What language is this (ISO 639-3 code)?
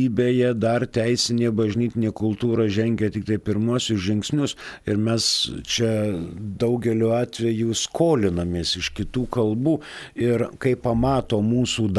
lit